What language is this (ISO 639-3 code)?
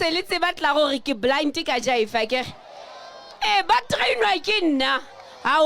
sot